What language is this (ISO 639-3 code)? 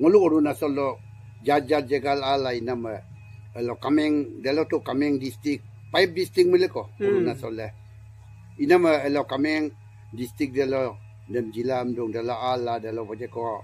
adi